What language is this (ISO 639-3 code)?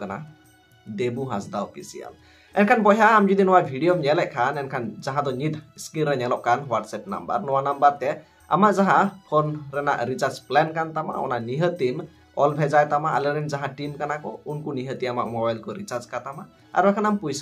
sat